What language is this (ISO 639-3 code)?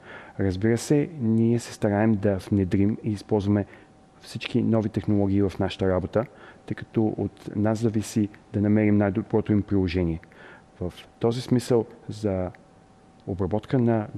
bul